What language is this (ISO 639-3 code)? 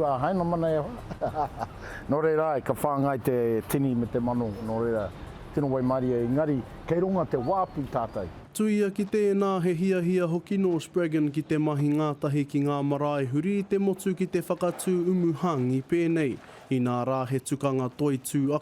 mri